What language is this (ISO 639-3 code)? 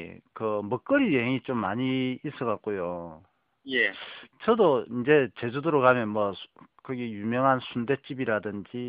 kor